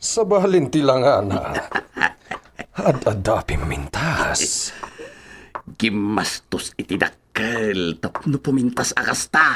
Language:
Iloko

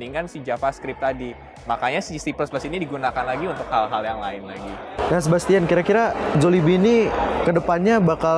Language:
Indonesian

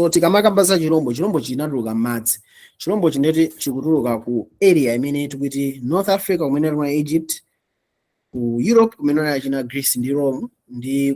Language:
Nyanja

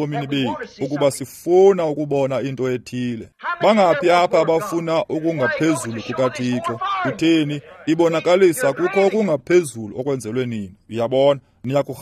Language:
Xhosa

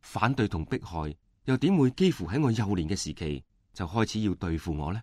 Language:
Cantonese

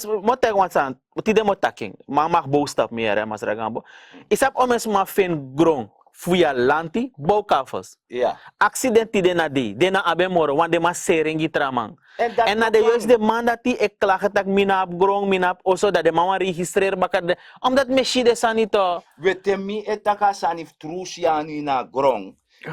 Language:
Sranan Tongo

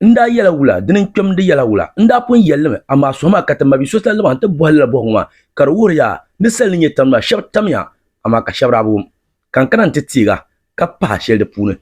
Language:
Dagbani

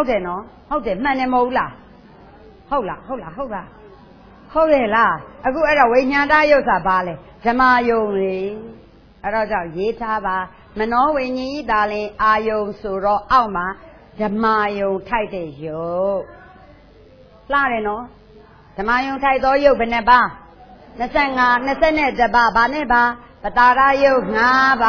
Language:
Burmese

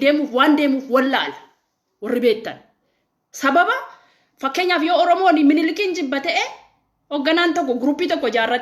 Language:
Oromo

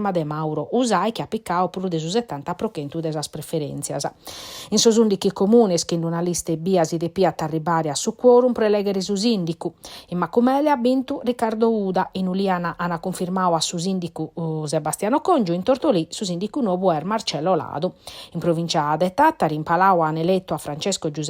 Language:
Sardinian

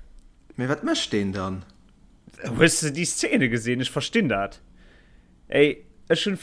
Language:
Luxembourgish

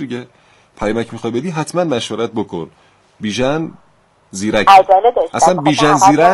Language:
Persian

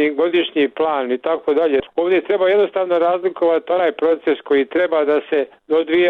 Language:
Bosnian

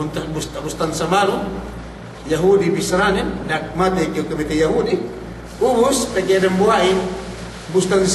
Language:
Yakan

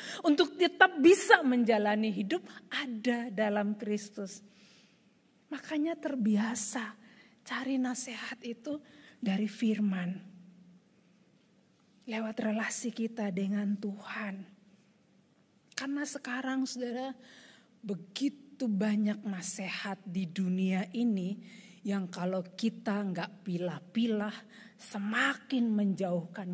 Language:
Indonesian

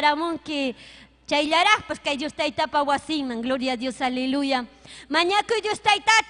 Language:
Ayacucho Quechua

